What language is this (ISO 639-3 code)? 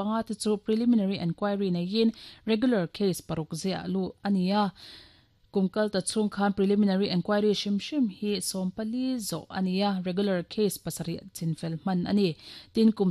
lus